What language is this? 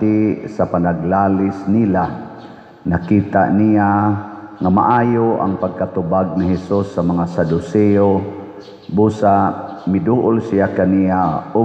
Cebuano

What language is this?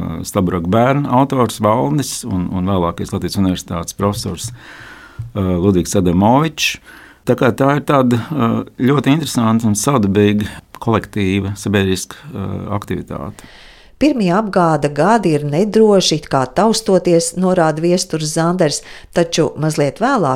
Latvian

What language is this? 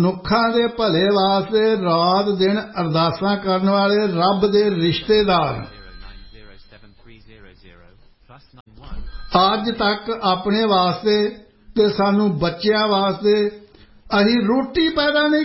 Punjabi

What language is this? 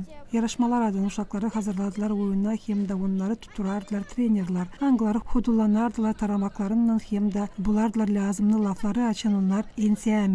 Gagauz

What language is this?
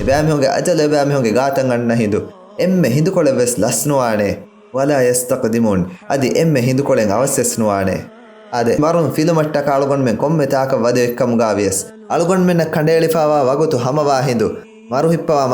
Divehi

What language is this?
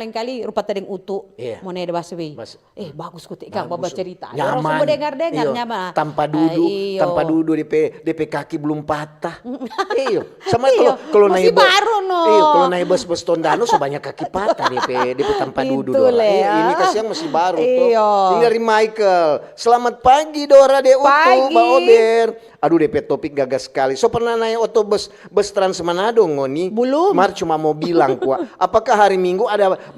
Manado Malay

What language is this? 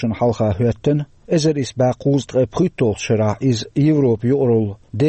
Chechen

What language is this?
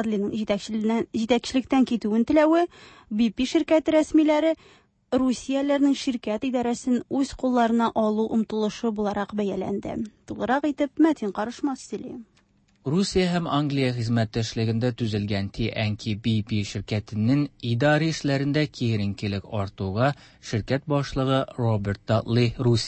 Tatar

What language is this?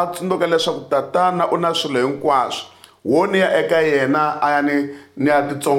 Tsonga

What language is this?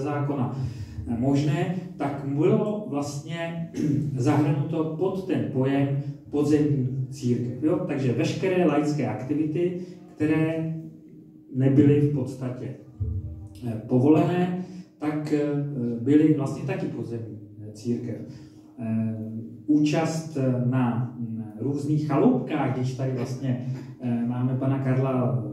Czech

